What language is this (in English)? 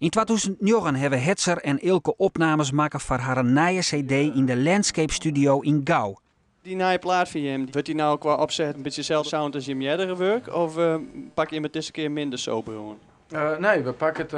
Western Frisian